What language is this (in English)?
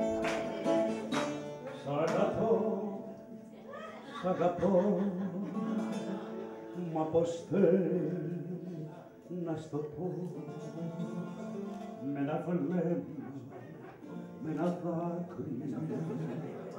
Greek